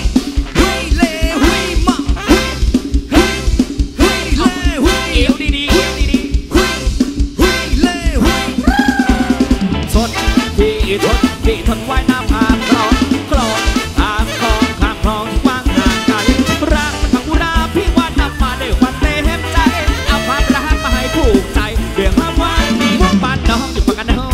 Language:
Thai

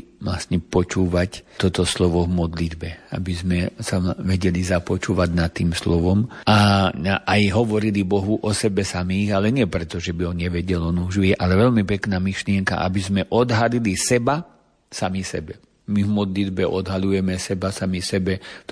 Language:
Slovak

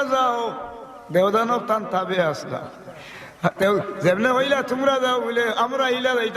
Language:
Sylheti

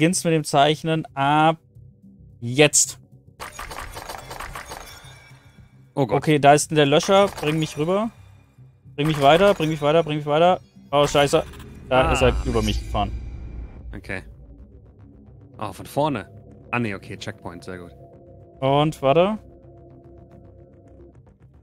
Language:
German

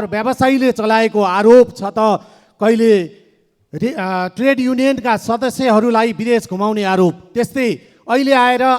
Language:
Nepali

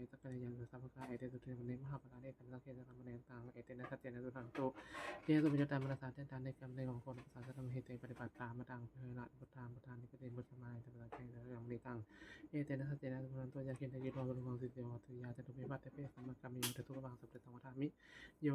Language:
Pali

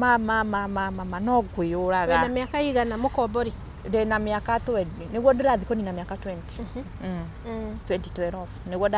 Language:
Kikuyu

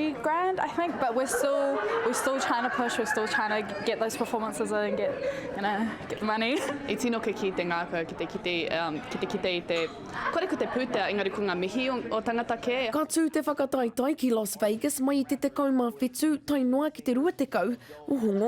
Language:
Māori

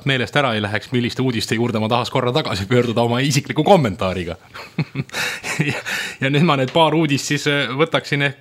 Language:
Estonian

